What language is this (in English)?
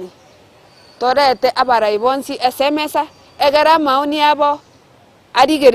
Gusii